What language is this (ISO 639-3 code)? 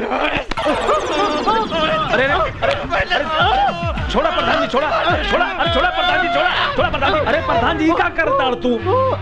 bho